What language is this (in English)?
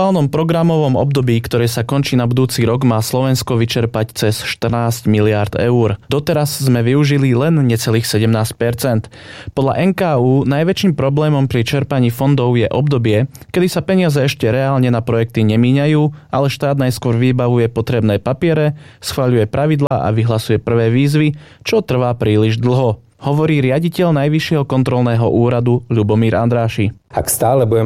Slovak